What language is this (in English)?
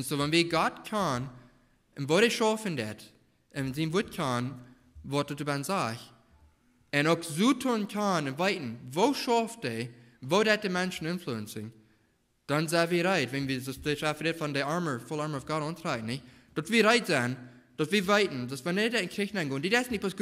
Plautdietsch